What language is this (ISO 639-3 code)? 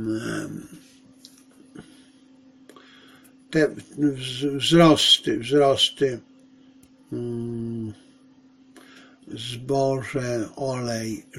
pol